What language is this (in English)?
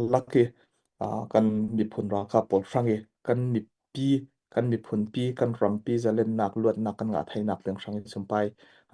Falam Chin